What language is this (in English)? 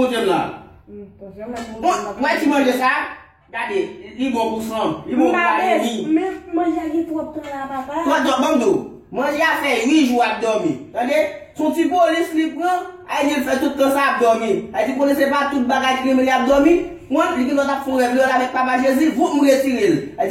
Haitian Creole